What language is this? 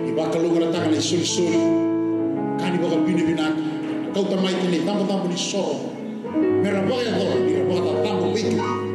Fijian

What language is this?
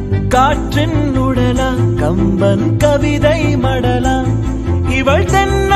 Tamil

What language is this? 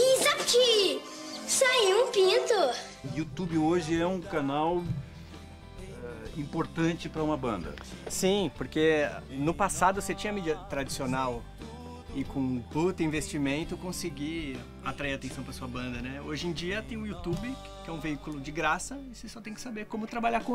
Portuguese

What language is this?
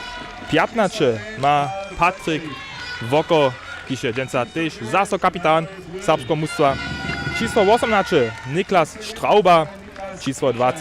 Upper Sorbian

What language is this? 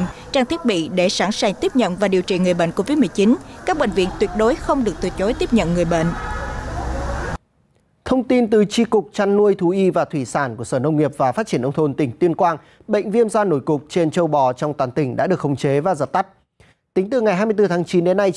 Vietnamese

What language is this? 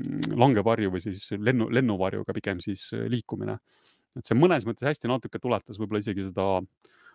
Estonian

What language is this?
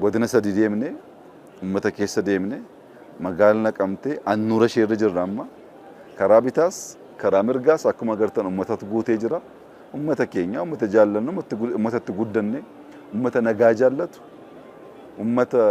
Oromo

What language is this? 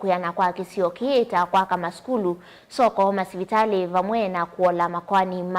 Kamba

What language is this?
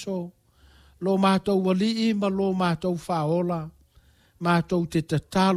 Samoan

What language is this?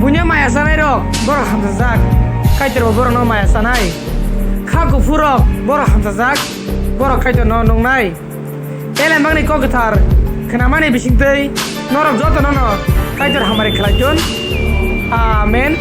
Kok Borok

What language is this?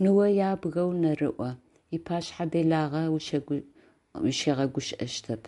Adyghe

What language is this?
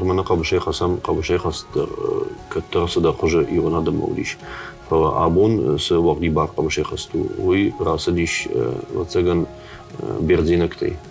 Ossetic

